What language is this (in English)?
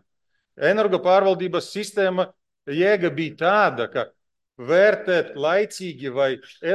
Latvian